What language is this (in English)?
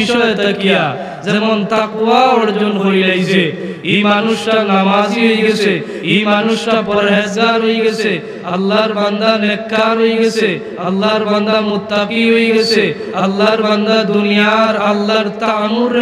Sylheti